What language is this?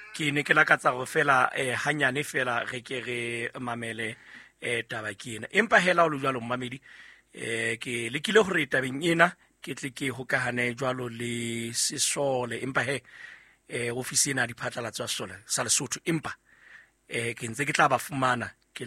Southern Sotho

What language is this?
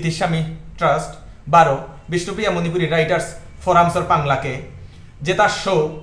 Bishnupriya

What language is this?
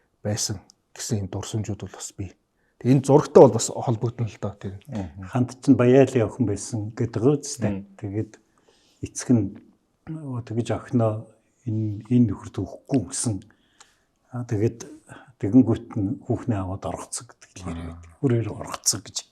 Mongolian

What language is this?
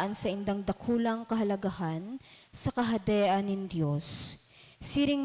Bikol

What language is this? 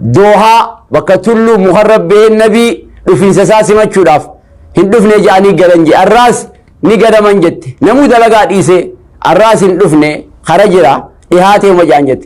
Oromo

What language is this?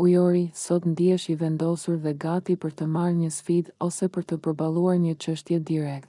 Albanian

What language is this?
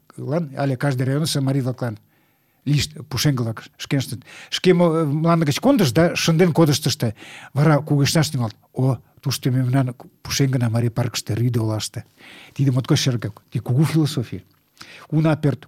Mari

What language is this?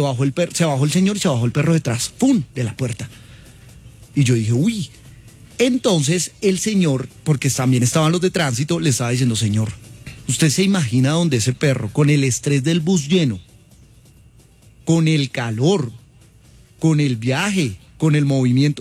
Spanish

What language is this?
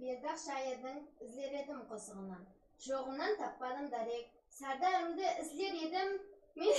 Kara-Kalpak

